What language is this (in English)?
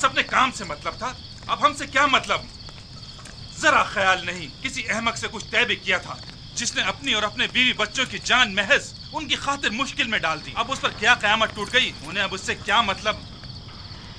Hindi